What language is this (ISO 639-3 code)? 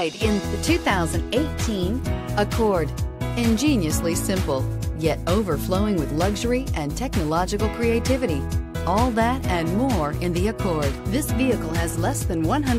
eng